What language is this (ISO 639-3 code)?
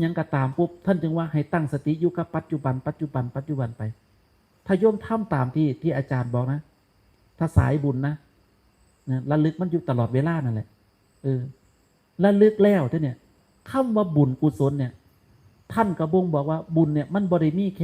tts